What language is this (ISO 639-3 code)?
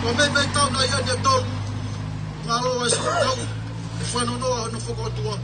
ton